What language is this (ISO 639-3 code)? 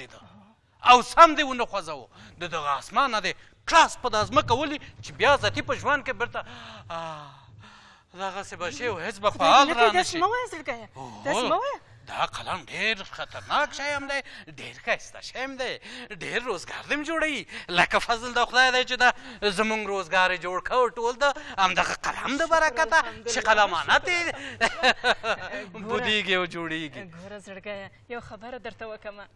pus